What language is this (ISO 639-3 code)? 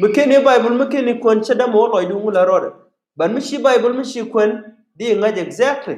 nus